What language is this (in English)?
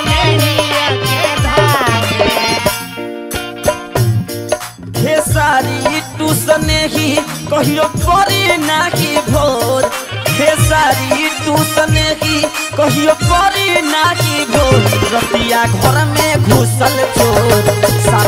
Bhojpuri